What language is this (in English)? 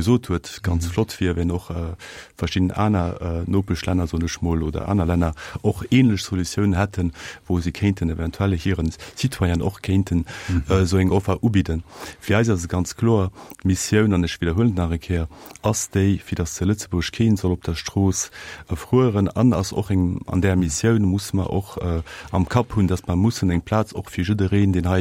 Luxembourgish